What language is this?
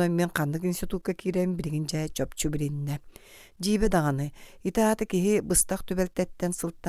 Yakut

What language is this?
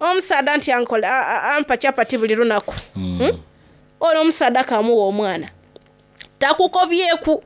Soga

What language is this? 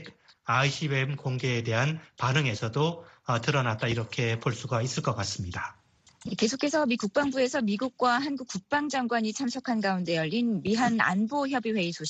Korean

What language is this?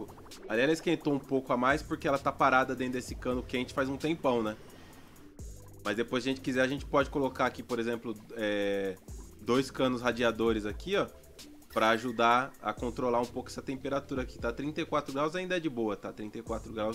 Portuguese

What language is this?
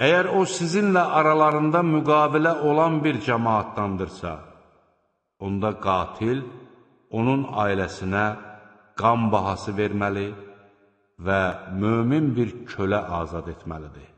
Azerbaijani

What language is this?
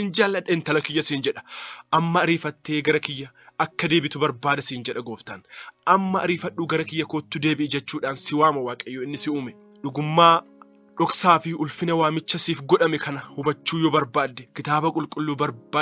Oromo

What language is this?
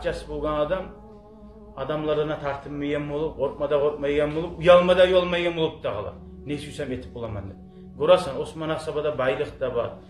Kumyk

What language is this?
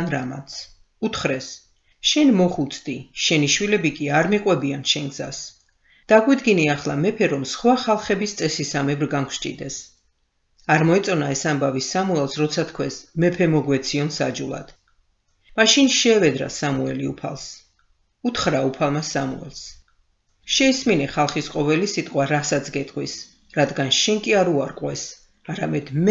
Georgian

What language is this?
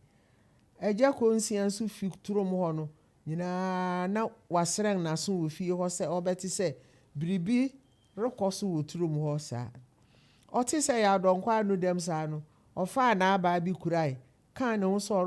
Akan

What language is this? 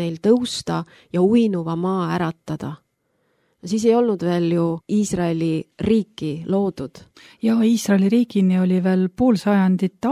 Estonian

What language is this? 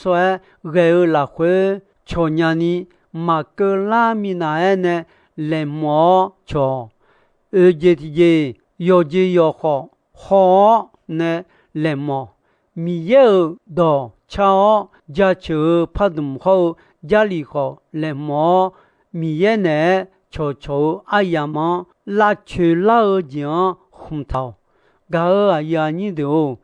Akha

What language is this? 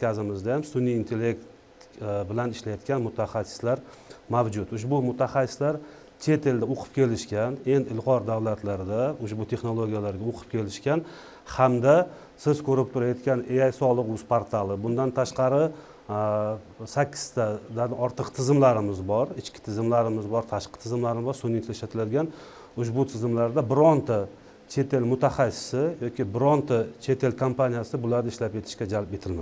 Uzbek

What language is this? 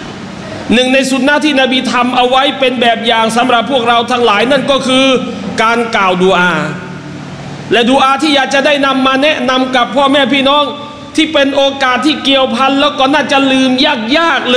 Thai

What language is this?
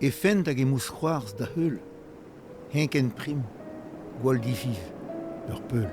Breton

